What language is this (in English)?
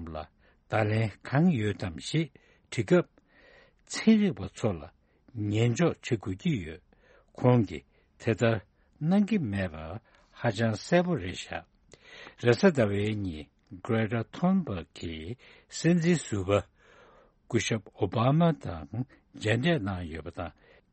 Tibetan